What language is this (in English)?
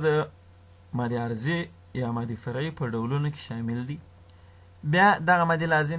Pashto